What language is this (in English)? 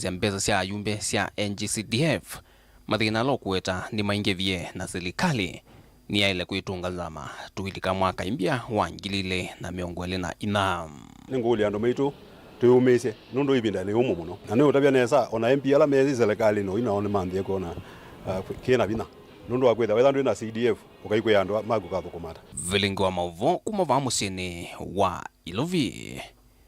Kamba